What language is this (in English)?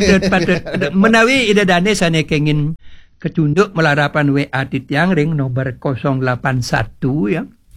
Balinese